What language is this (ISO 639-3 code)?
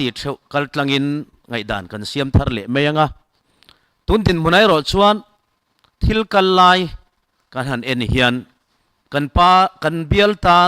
lus